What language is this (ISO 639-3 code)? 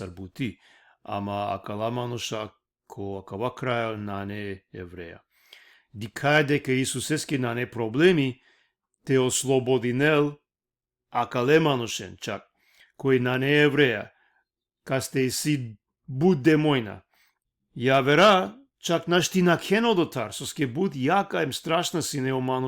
rmn